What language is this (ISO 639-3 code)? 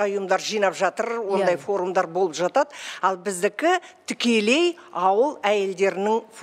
kaz